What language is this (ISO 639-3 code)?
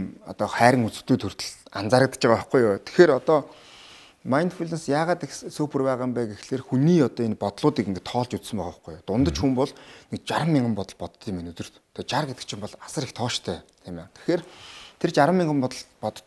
mon